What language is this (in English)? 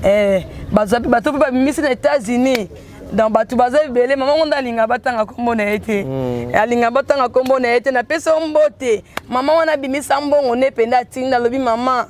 Lingala